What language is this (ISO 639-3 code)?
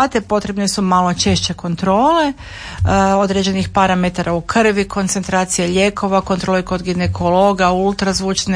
hrv